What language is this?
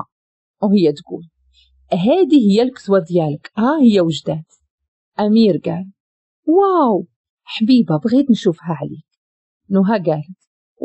Moroccan Arabic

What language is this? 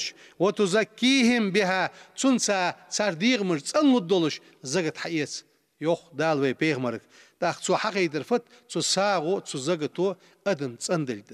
Ingush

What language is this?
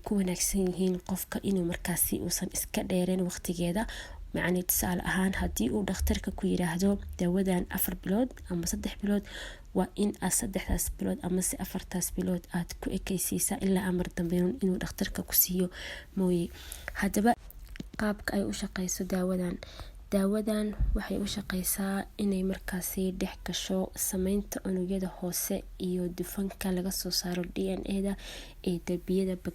Somali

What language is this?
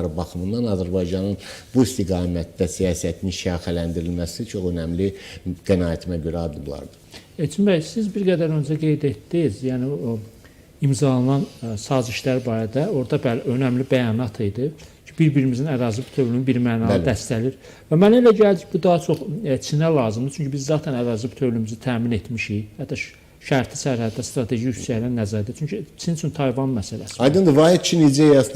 Azerbaijani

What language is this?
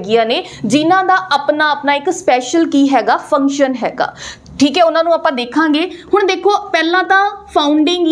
Punjabi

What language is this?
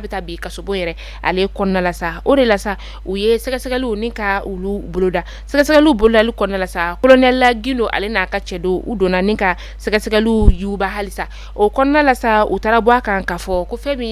Bambara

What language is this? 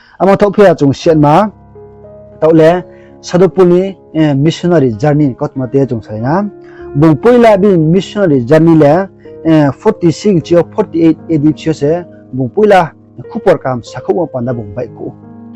Riang (India)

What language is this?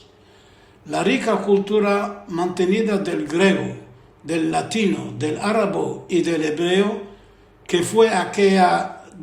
Ladino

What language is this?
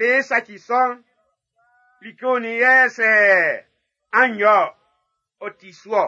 Baoulé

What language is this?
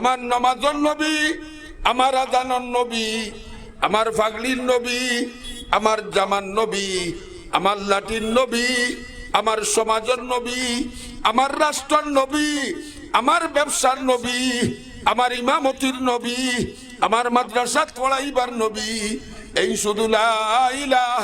Sylheti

